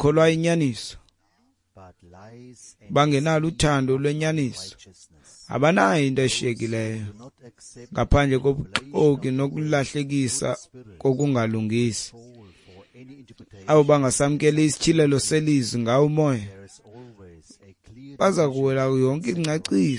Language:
Xhosa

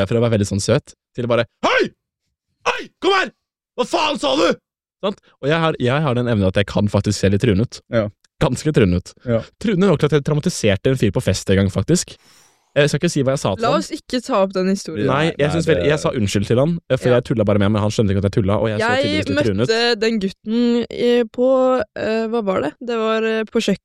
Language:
Norwegian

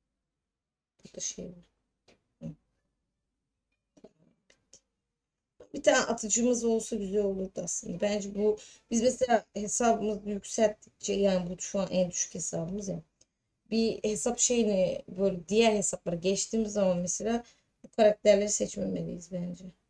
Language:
Turkish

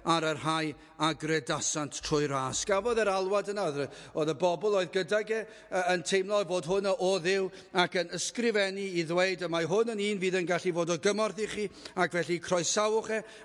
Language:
Welsh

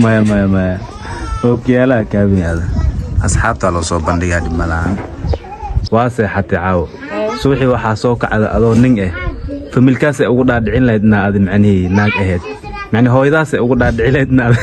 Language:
Somali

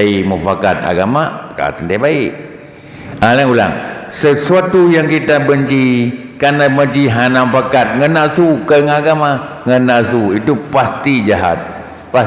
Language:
Achinese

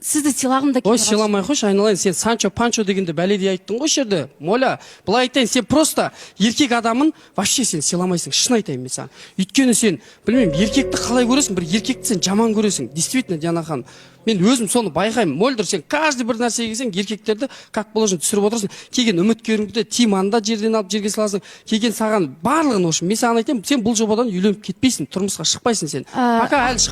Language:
Kazakh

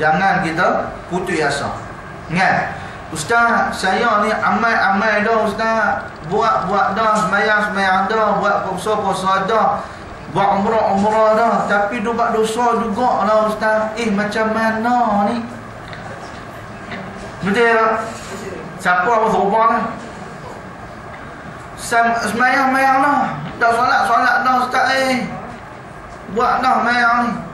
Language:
Malay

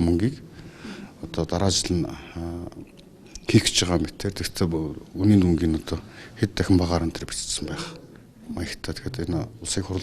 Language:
Mongolian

